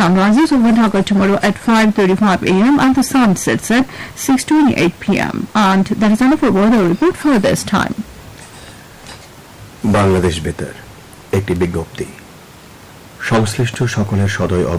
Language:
Bangla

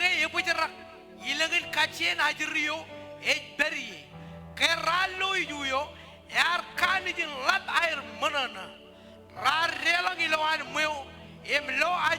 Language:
Marshallese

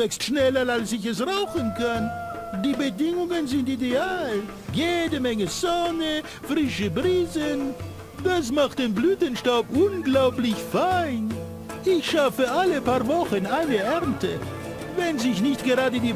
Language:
Bavarian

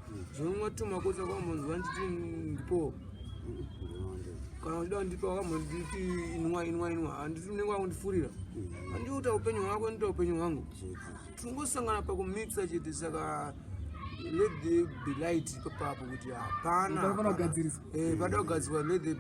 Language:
Shona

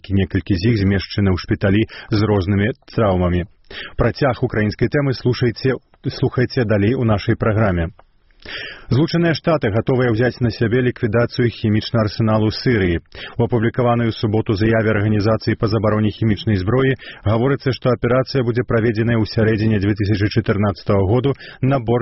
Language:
Belarusian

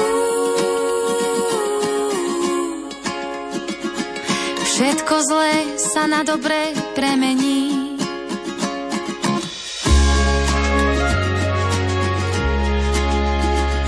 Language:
Slovak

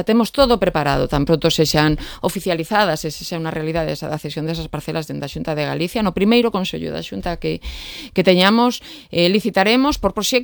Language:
Galician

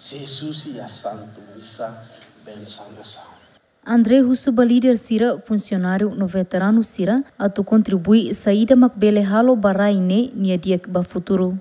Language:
Tetum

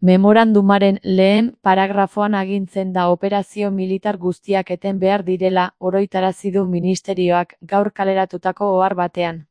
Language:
Basque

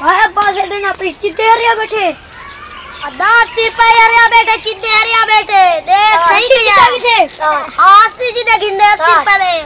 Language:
Saraiki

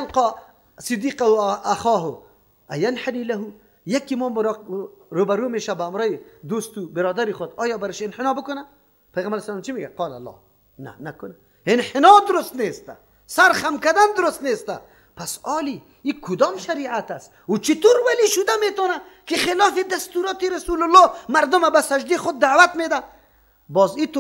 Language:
Persian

